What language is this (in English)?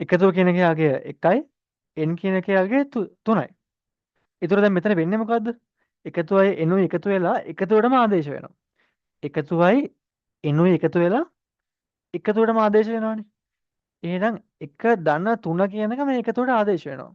Sinhala